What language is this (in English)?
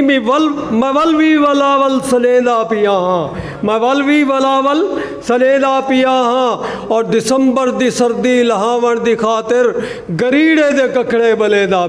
Saraiki